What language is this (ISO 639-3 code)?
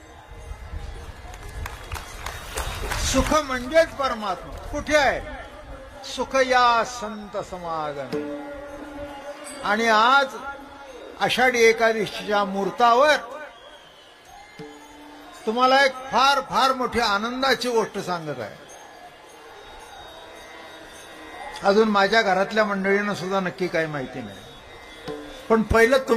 mar